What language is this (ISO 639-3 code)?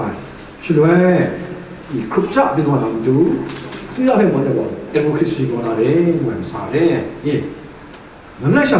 kac